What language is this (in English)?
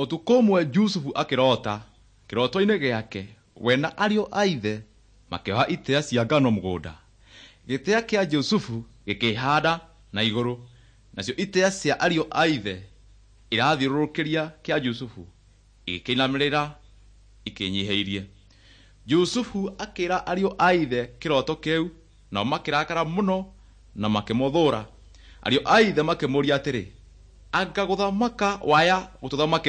Kikuyu